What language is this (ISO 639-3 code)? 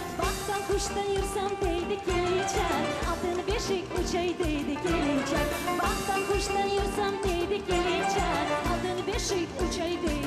crh